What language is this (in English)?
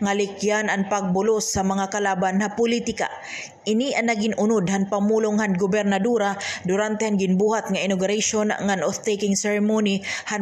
Waray